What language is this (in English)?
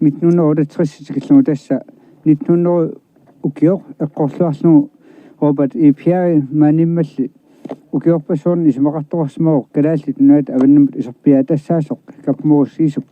Kalaallisut